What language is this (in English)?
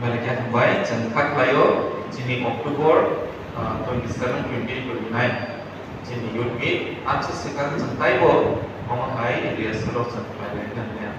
Kok Borok